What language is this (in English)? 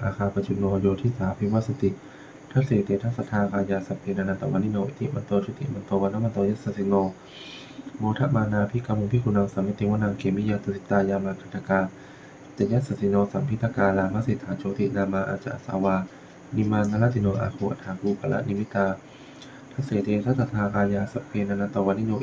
Pali